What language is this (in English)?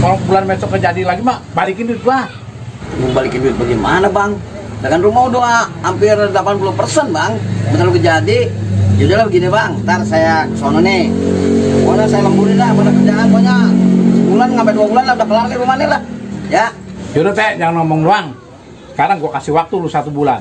Betawi